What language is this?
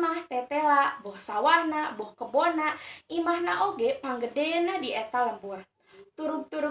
Sundanese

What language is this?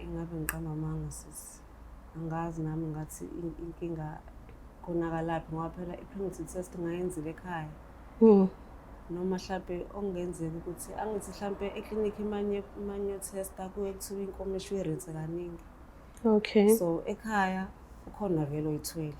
Zulu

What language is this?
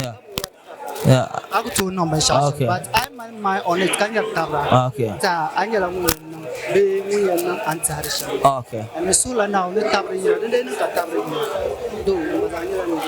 Dagbani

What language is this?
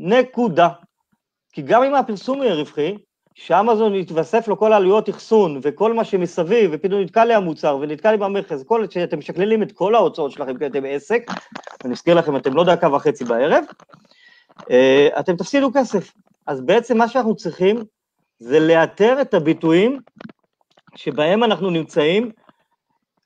Hebrew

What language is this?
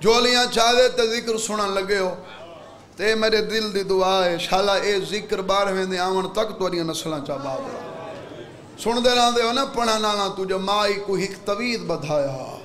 Saraiki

